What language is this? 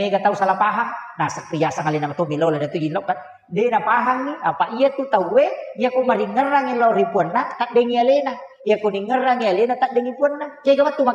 Buginese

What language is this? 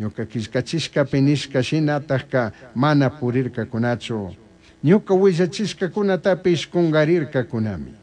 Chimborazo Highland Quichua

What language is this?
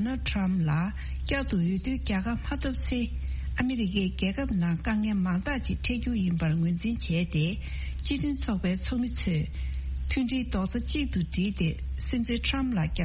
Tibetan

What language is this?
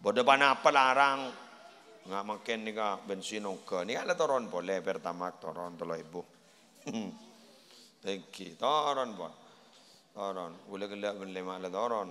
Madurese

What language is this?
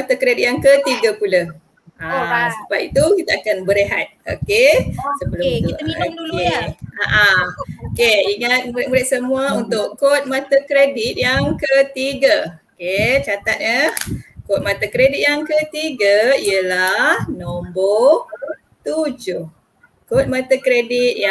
Malay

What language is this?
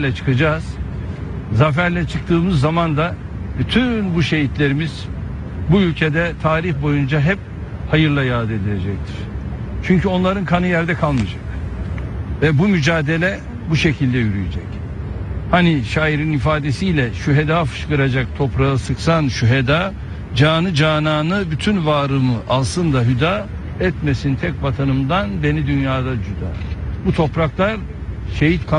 Turkish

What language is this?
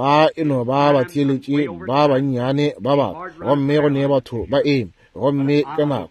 Northern Sotho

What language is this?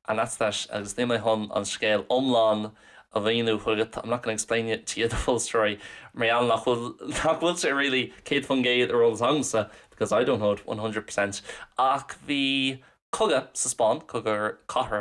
Irish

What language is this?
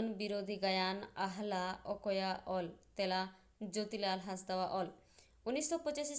Santali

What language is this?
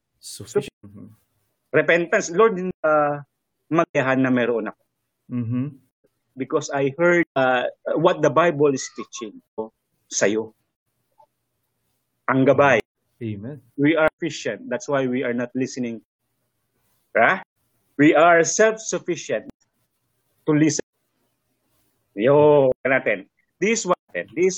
Filipino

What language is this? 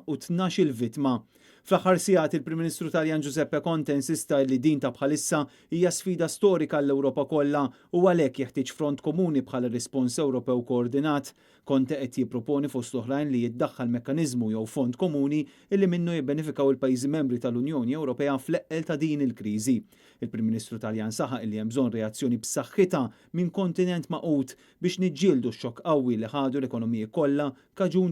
Maltese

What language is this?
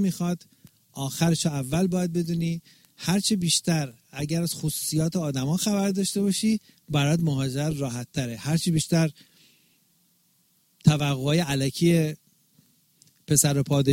Persian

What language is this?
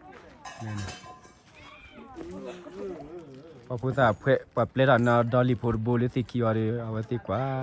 S'gaw Karen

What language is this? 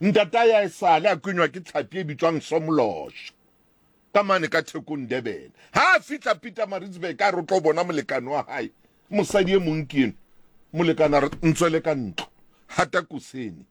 Southern Sotho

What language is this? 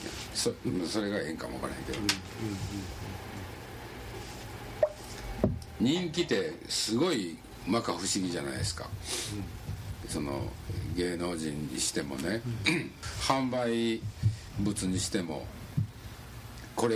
Japanese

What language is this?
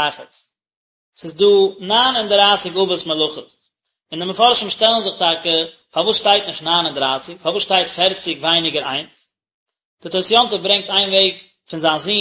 Yiddish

